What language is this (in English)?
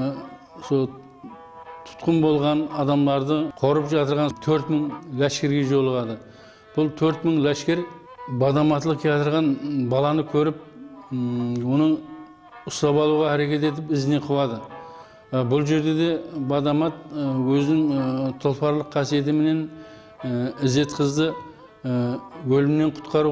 Kara-Kalpak